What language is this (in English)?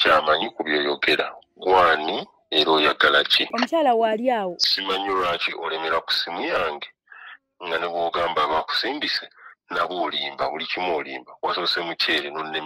Ganda